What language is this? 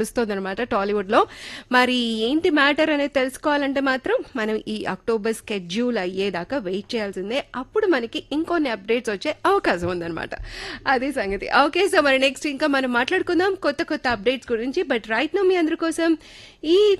Telugu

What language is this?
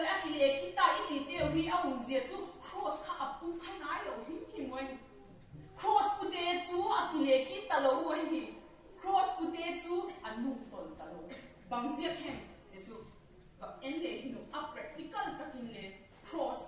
Vaiphei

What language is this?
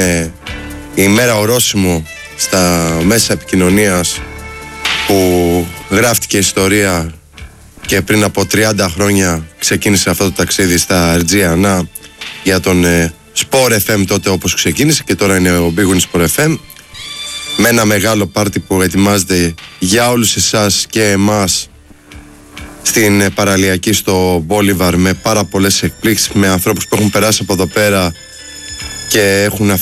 Greek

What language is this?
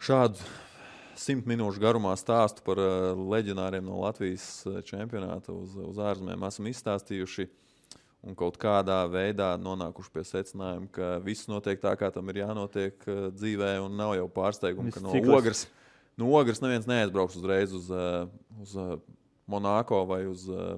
Latvian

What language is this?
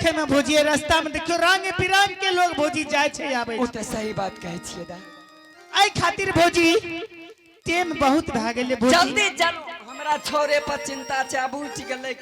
Angika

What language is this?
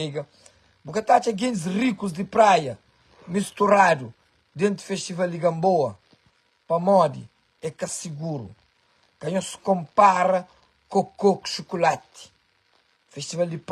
Kabuverdianu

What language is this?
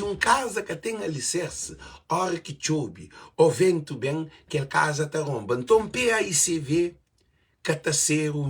Kabuverdianu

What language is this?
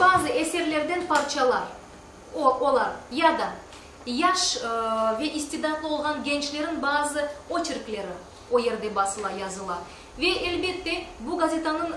Crimean Tatar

